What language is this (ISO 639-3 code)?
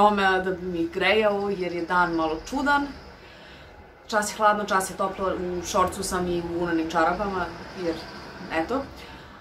srp